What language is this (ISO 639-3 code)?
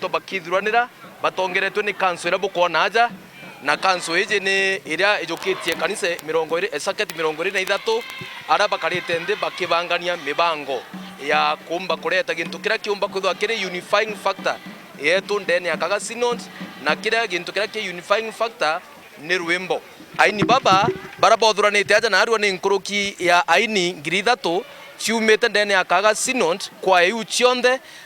mer